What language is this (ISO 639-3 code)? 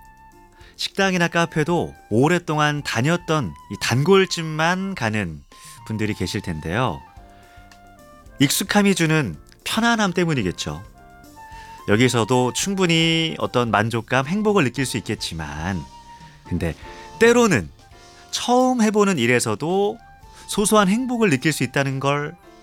kor